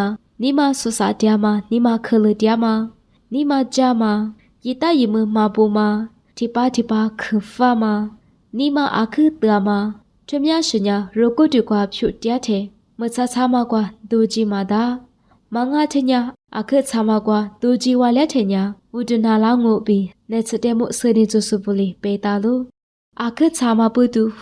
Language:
Lisu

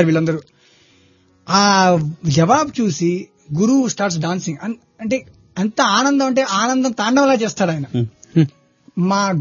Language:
Telugu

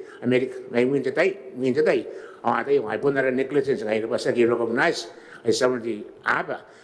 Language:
Gilbertese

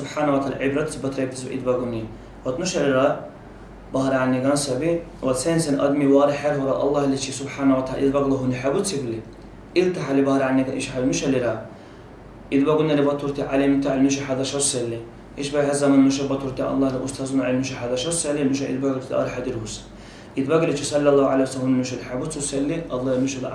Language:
Dargwa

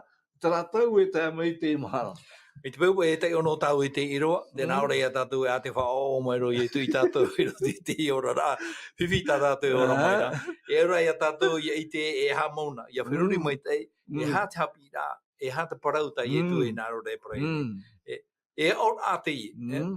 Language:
Tahitian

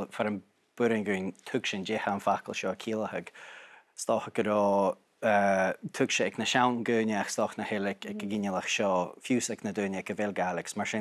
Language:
Scottish Gaelic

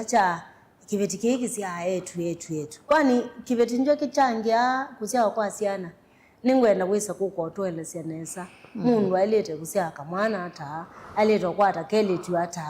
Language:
Kamba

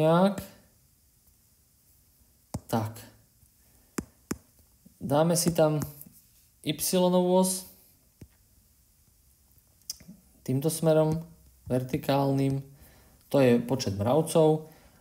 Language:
Slovak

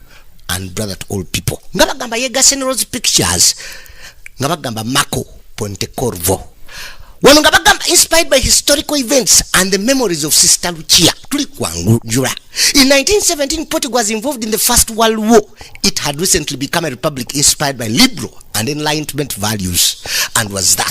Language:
Ganda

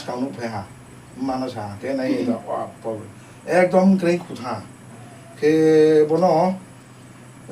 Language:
Riang (India)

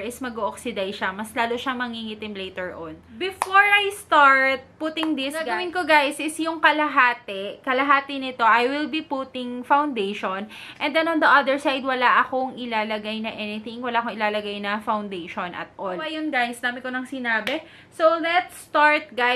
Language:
Filipino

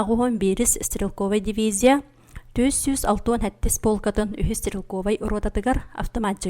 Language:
Yakut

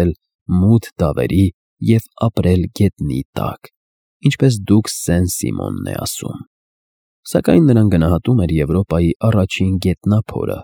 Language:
Armenian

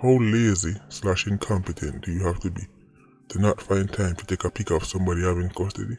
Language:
Jamaican Creole English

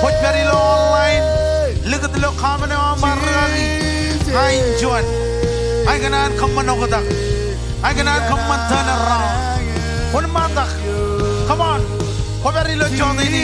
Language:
Marshallese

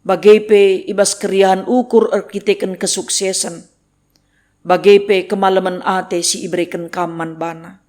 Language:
Batak Karo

